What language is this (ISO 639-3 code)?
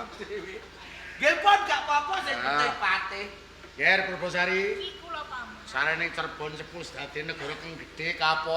jav